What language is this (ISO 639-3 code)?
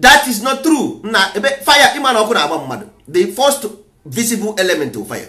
ibo